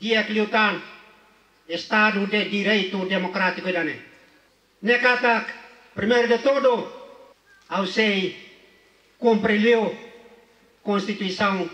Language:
Tetum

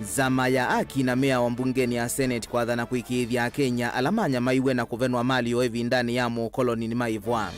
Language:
Kamba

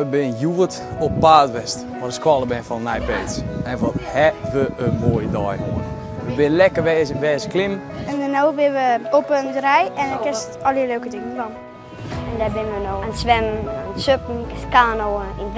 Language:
Western Frisian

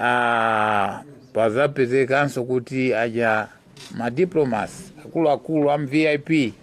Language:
Nyanja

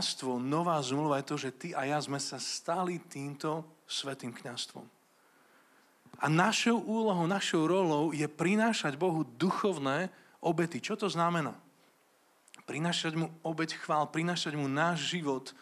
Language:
Slovak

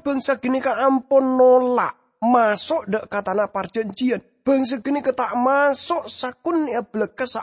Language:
Madurese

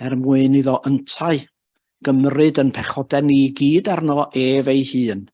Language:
Welsh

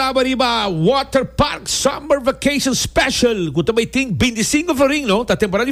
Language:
Papiamento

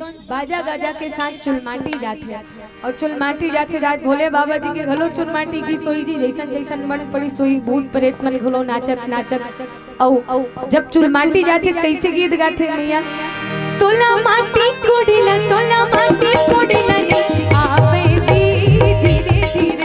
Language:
Chhattisgarhi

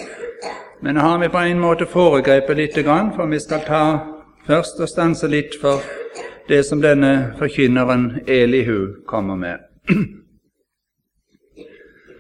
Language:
Norwegian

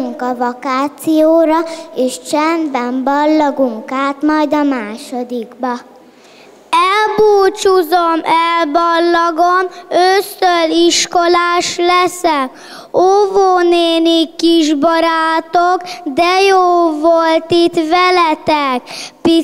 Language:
Hungarian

